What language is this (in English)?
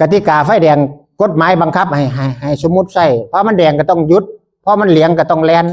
Northeastern Thai